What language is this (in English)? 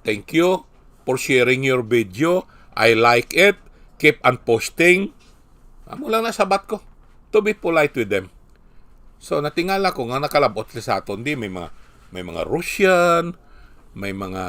Hiligaynon